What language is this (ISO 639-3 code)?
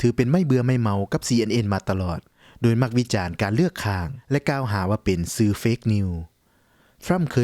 lao